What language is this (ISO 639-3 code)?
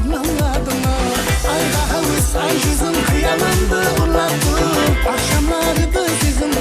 kaa